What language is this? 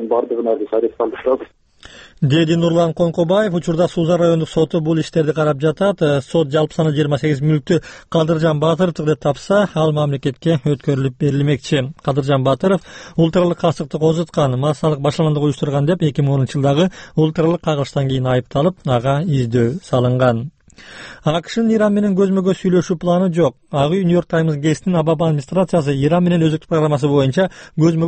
Kyrgyz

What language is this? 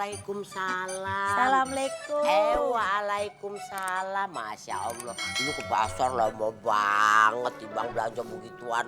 Betawi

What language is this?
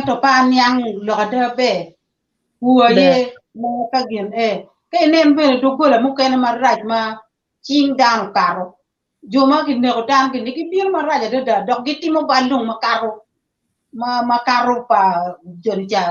Acoli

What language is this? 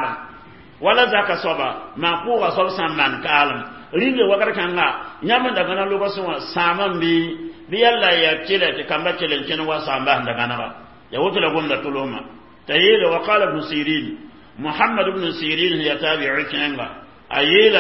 Mossi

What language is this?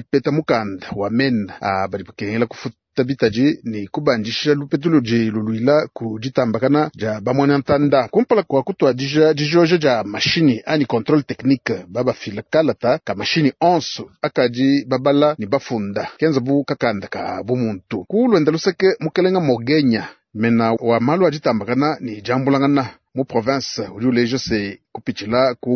Luba-Lulua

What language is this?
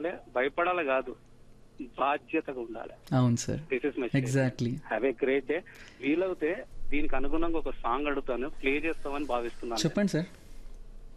Telugu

